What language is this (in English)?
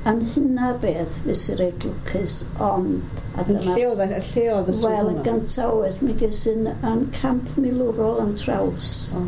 Welsh